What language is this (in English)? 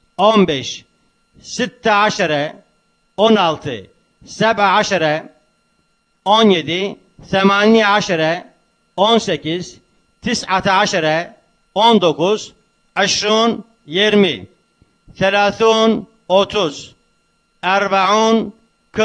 Turkish